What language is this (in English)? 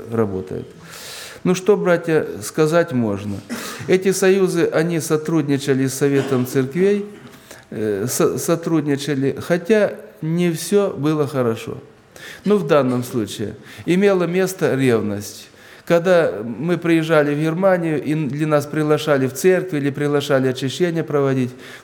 Russian